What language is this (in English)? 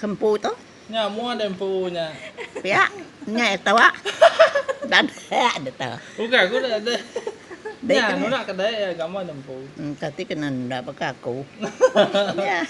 Iban